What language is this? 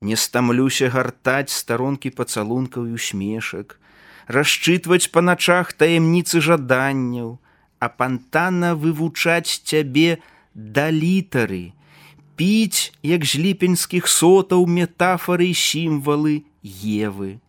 Belarusian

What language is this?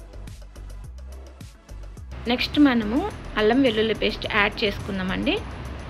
Telugu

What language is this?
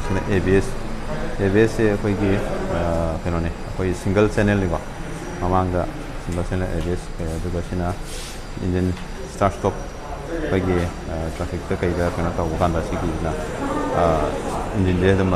Manipuri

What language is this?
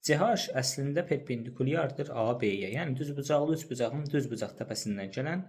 Azerbaijani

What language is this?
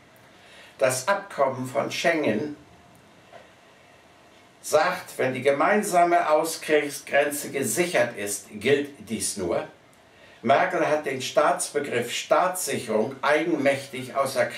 German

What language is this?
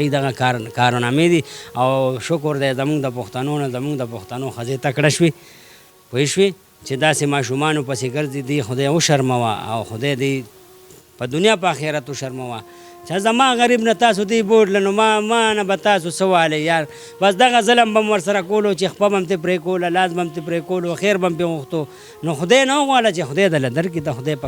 Pashto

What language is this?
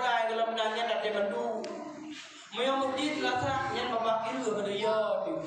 Achinese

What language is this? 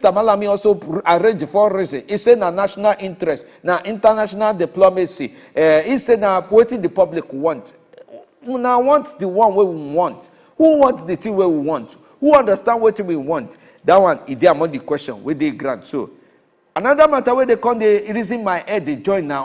Nigerian Pidgin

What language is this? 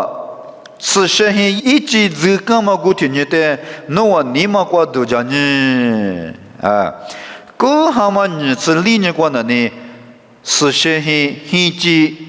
Lisu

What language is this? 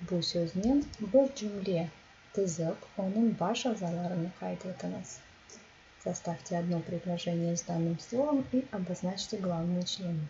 Crimean Tatar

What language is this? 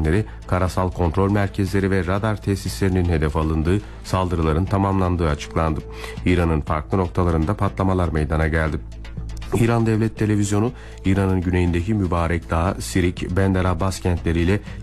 Turkish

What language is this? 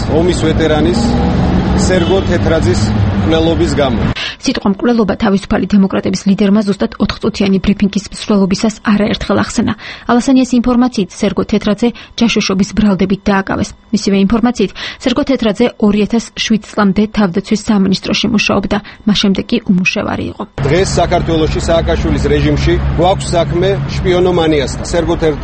Georgian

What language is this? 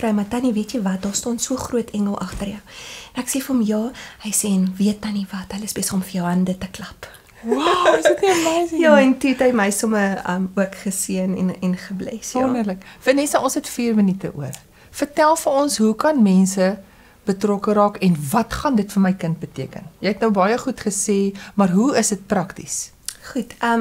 Afrikaans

